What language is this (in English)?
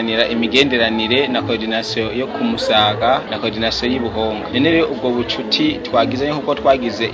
Rundi